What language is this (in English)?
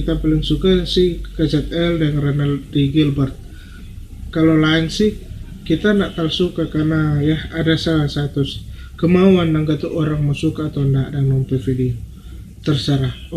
Manado Malay